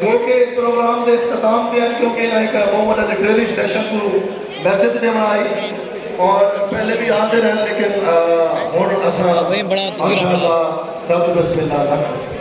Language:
Saraiki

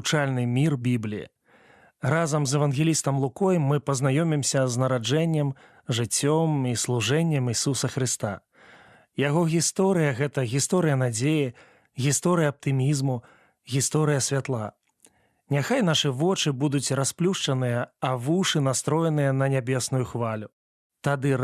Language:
Belarusian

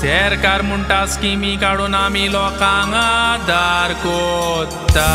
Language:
Konkani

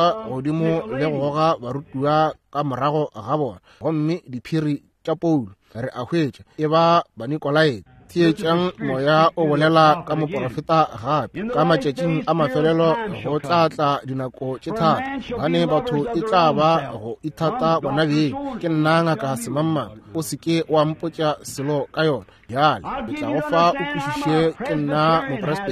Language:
Northern Sotho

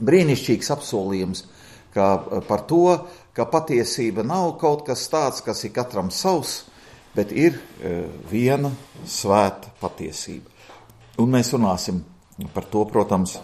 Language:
Latvian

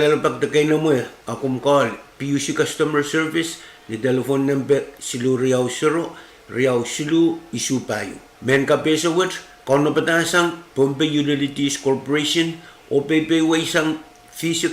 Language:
Pohnpeian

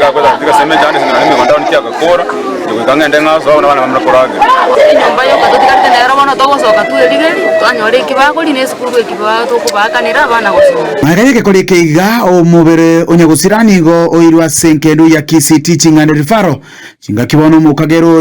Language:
Gusii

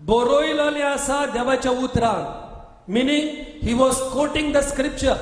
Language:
Konkani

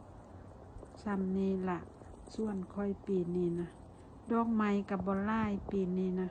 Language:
Lao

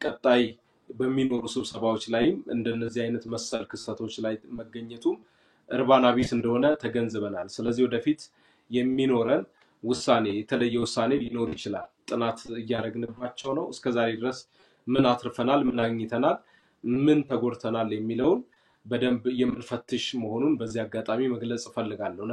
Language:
Amharic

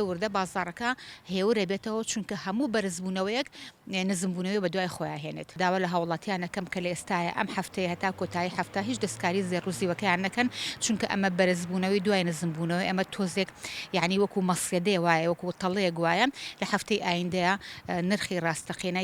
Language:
Central Kurdish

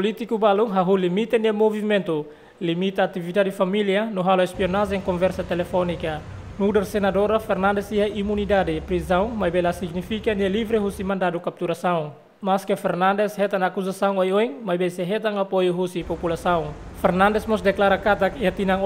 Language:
Tetum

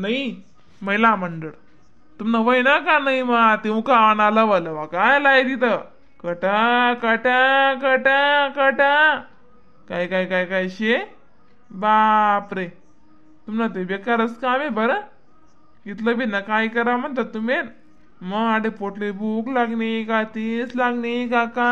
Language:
Khandesi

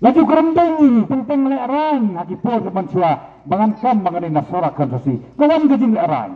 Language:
Khasi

